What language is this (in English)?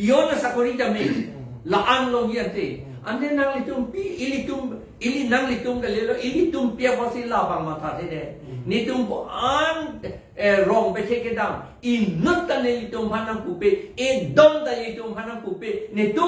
Karbi